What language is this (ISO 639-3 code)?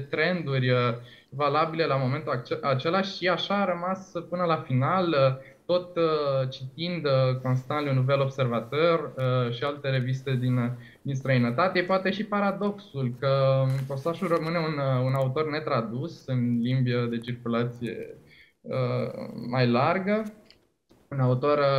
ron